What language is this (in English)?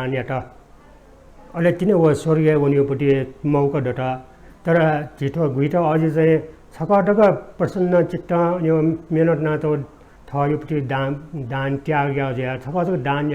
Newari